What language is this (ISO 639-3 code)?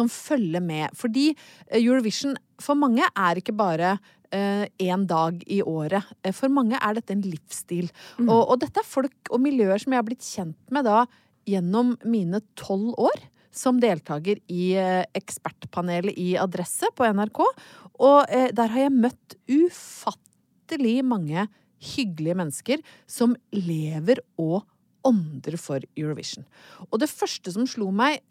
nor